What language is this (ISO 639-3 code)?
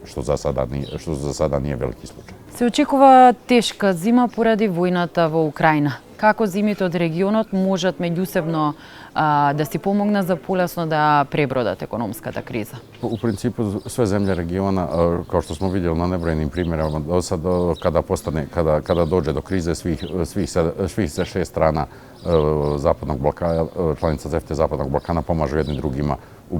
bos